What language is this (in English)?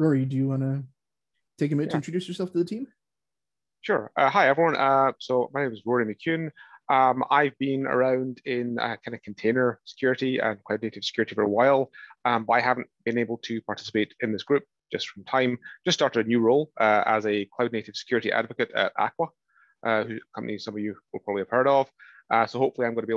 English